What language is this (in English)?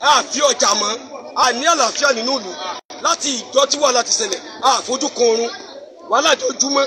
Yoruba